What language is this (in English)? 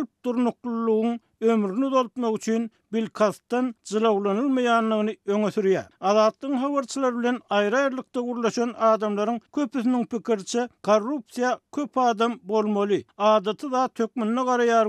Turkmen